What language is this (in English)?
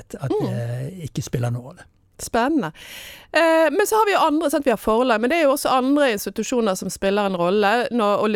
Norwegian